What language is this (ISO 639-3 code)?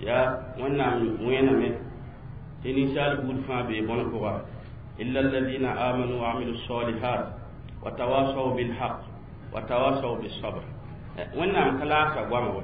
mos